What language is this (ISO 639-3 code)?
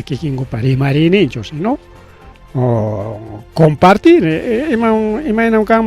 quy